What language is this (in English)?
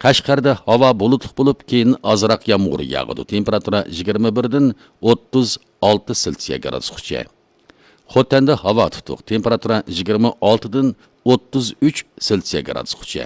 Uyghur